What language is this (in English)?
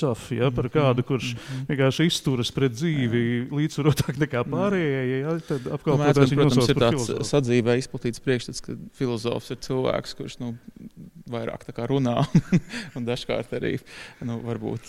Latvian